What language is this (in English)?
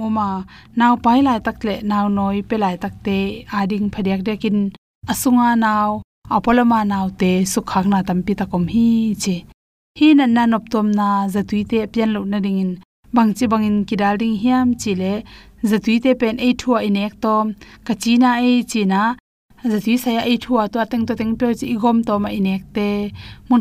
Tedim Chin